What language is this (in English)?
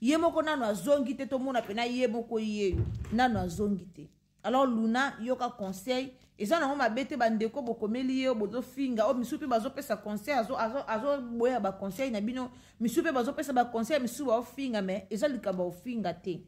Lingala